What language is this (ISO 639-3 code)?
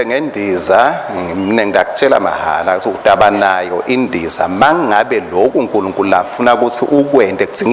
ssw